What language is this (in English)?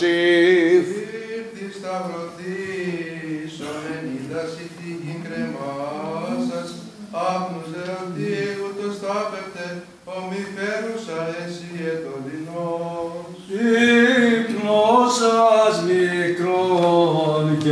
Greek